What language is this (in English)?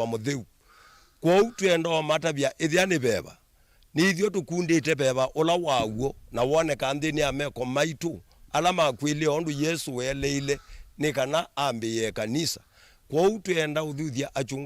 Kamba